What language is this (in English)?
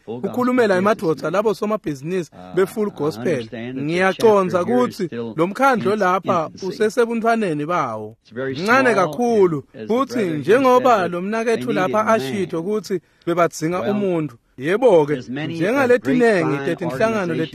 Swati